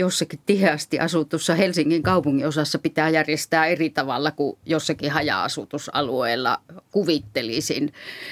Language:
Finnish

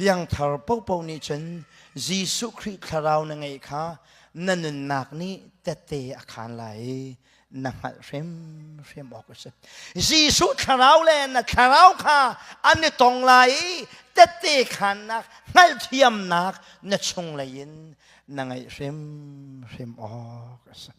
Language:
Hakha Chin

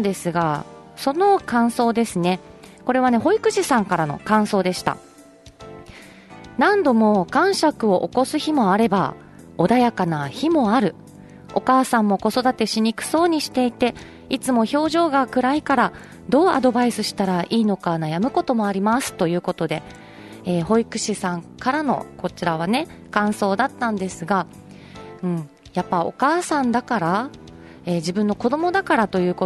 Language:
Japanese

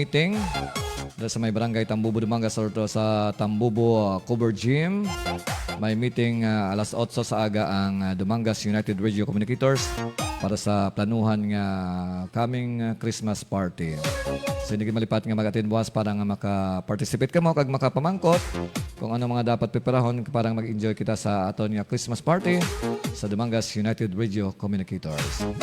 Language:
Hiligaynon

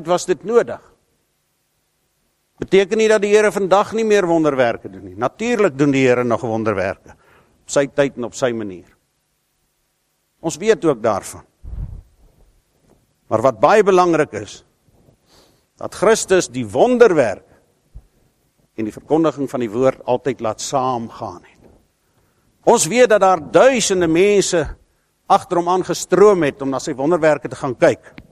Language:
Afrikaans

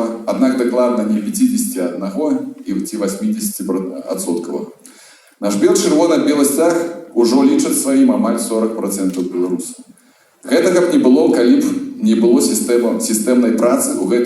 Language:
Belarusian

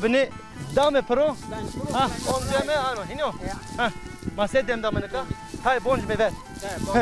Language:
Zaza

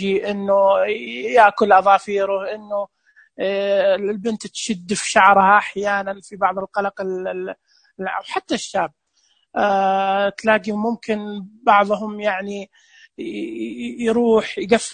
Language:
Najdi Arabic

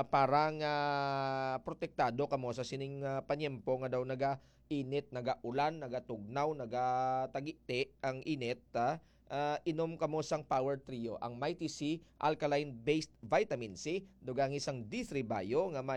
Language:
Hiligaynon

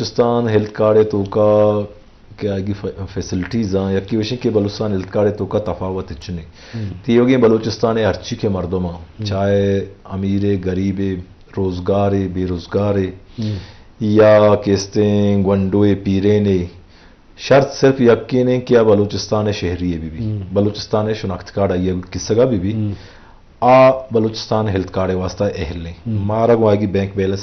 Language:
Eastern Balochi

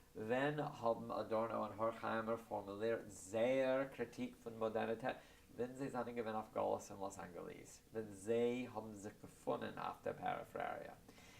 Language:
Yiddish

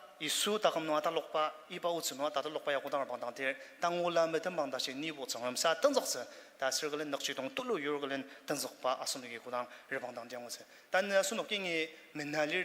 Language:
Ao Naga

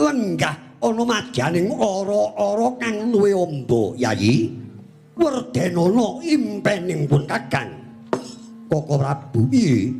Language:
Javanese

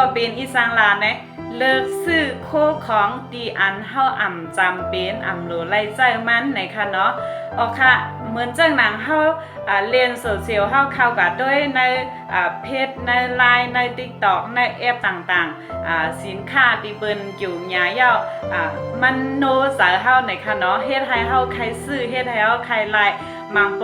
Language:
Shan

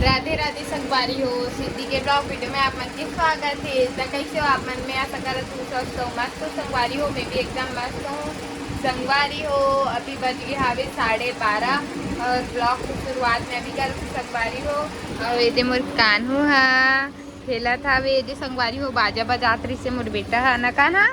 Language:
Chhattisgarhi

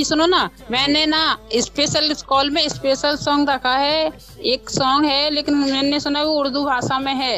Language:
Hindi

